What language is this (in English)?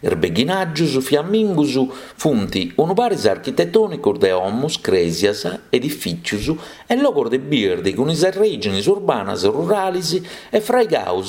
Sardinian